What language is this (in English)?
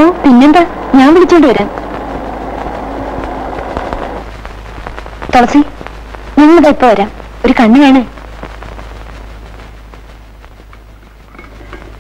Malayalam